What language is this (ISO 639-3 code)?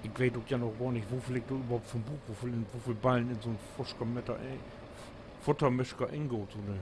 nds